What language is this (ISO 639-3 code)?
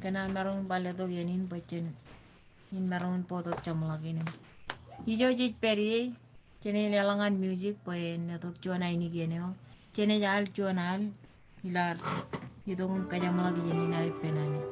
mah